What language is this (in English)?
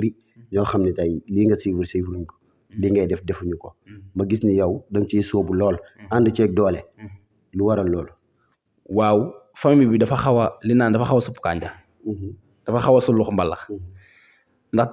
Wolof